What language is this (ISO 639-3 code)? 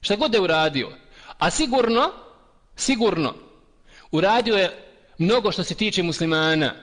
bos